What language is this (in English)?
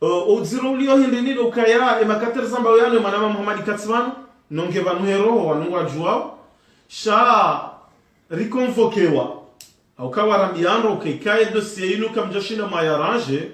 Ngazidja Comorian